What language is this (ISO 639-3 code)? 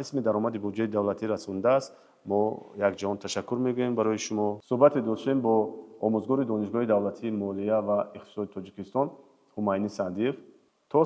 tgk